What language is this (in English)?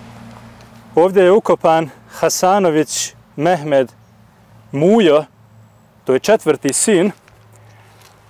Bosnian